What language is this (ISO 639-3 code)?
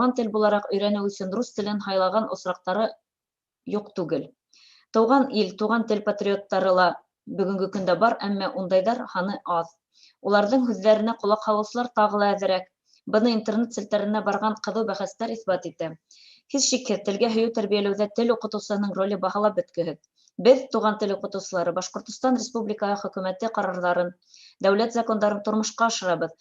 bak